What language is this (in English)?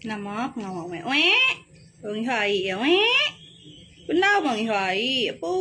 Iban